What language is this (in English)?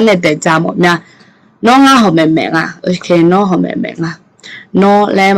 Akha